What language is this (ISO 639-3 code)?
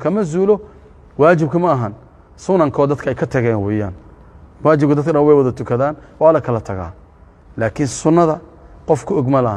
som